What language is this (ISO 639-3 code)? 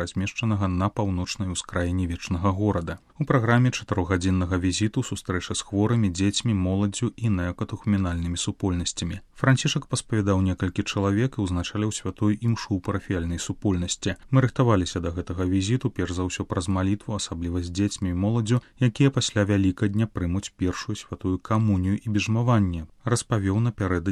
bel